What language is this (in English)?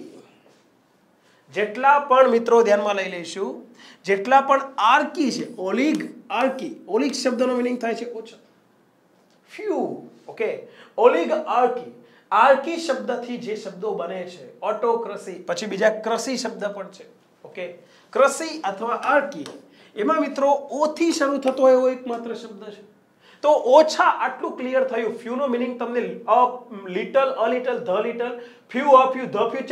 Gujarati